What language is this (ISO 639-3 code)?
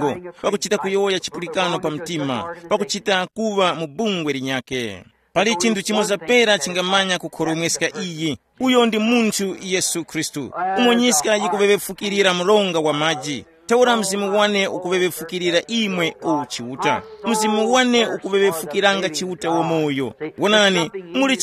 tum